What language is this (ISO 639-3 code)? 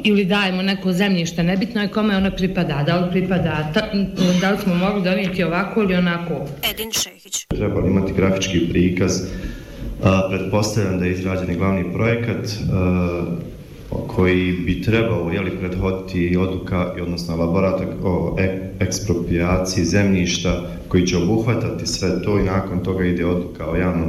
bos